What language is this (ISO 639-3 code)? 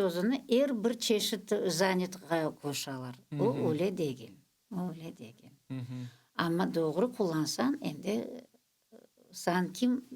crh